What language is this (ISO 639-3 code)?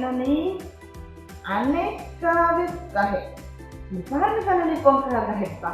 div